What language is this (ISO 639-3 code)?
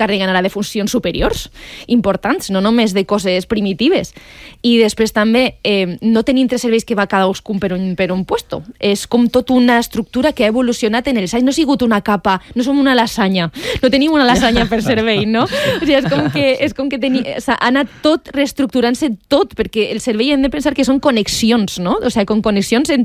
cat